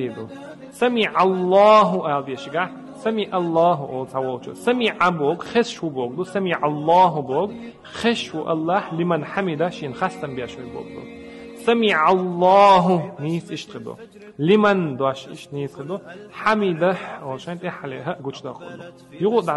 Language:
Chechen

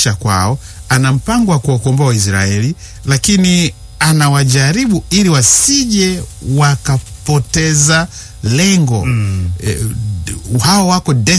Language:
Swahili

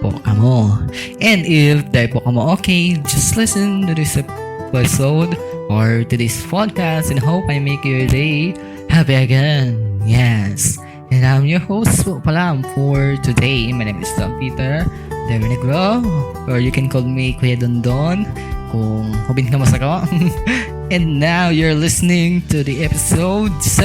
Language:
Bikol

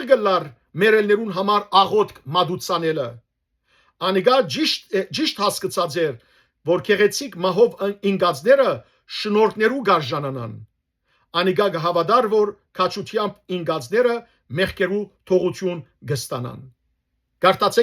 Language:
Western Armenian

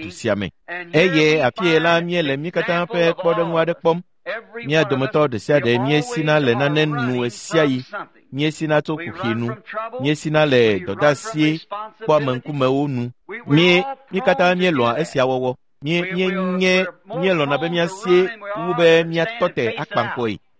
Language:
Ewe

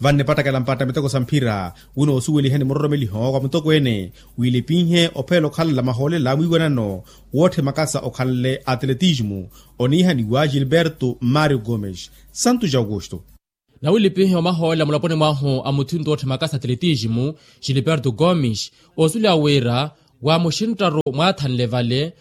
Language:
Makhuwa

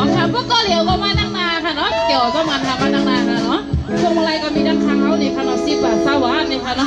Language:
Shan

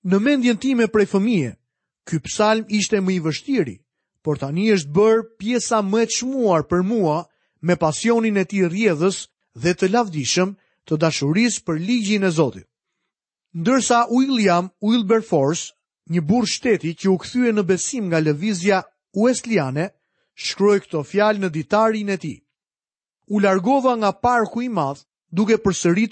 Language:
Albanian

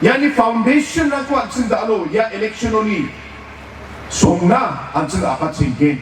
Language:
Garo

